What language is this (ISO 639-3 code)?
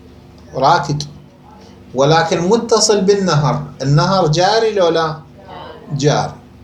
acm